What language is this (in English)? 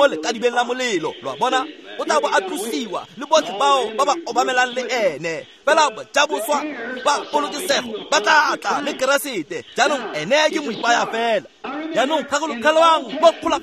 Tswana